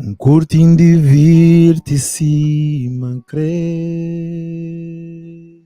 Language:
Kabuverdianu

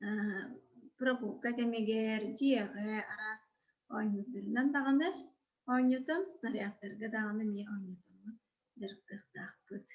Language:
Yakut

